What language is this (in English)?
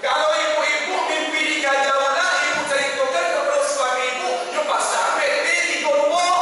Minangkabau